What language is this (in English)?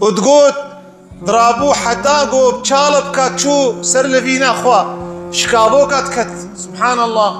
Kurdish